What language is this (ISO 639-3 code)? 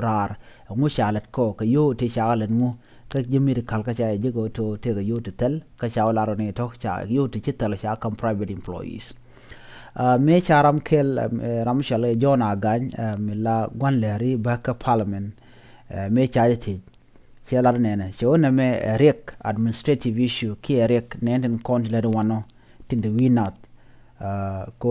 nus